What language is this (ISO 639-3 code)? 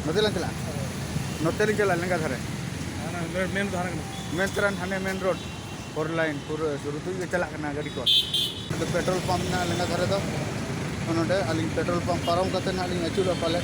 sat